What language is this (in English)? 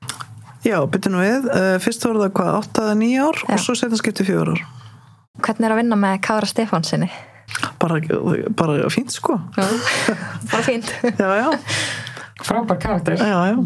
Icelandic